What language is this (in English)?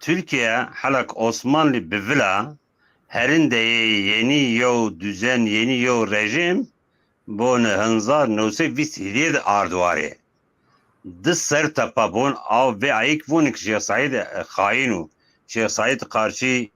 Zaza